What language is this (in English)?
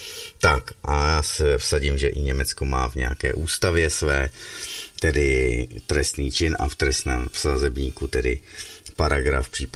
Czech